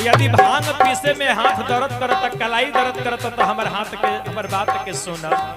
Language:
Magahi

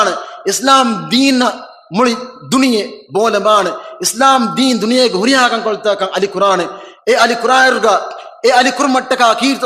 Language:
Divehi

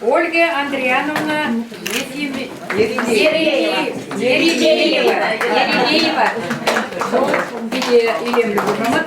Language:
Chuvash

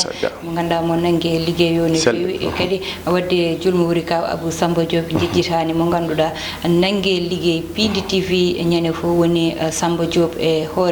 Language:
Fula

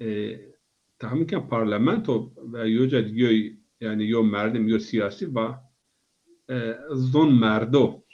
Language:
Zaza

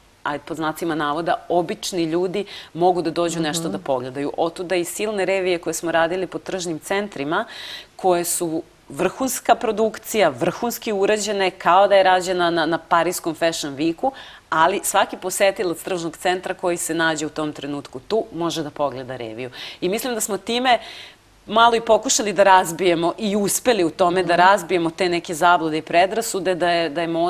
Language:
Serbian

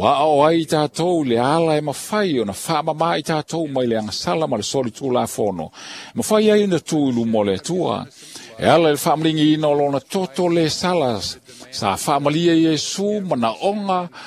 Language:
Samoan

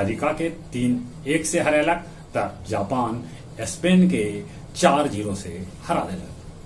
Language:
Magahi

